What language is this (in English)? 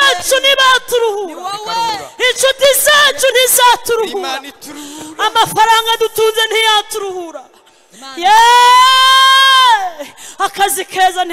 Kinyarwanda